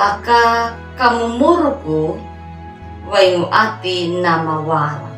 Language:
Anakalangu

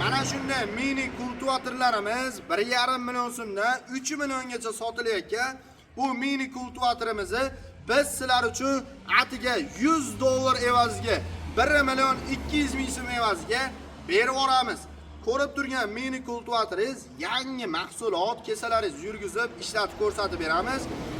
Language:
Uzbek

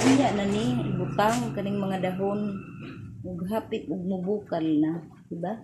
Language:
Cebuano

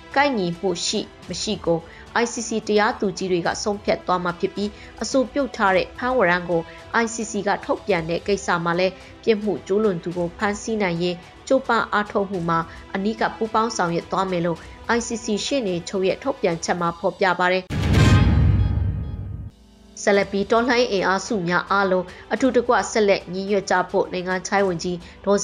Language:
Burmese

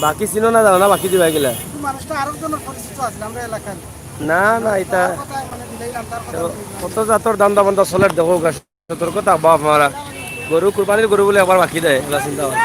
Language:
Sylheti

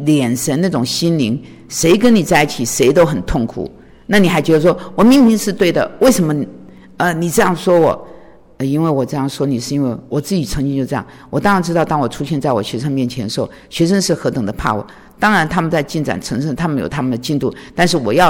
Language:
Chinese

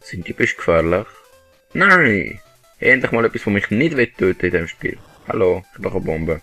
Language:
Swiss German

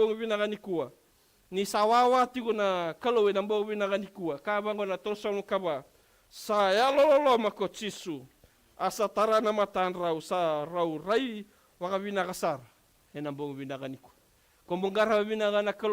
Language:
Fijian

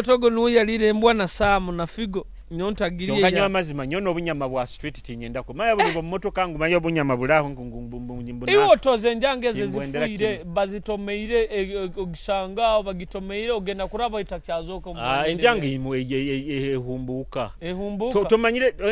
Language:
Nyoro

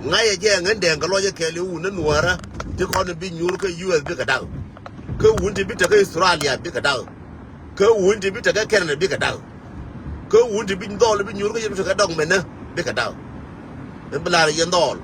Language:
Nuer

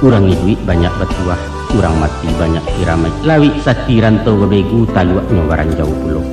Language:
Minangkabau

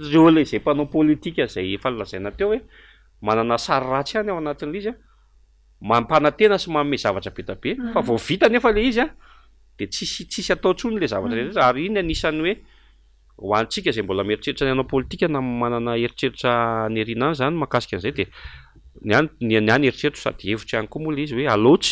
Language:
Malagasy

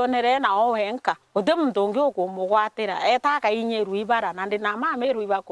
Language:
Meru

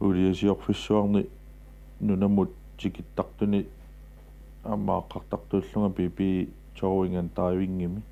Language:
Kalaallisut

